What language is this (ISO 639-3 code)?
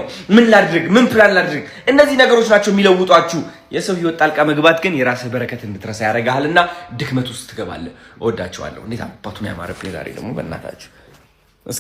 amh